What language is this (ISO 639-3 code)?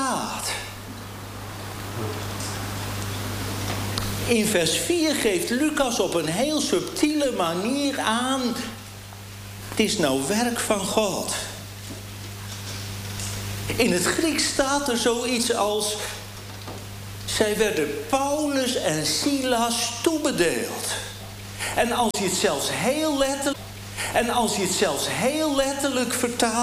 nld